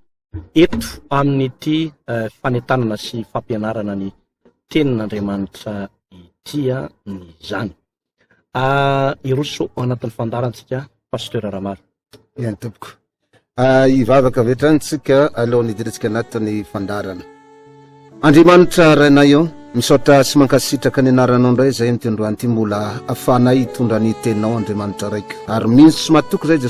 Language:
Malagasy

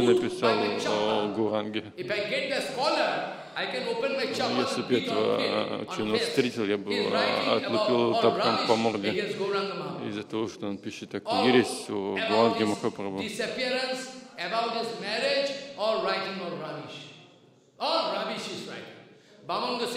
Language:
Russian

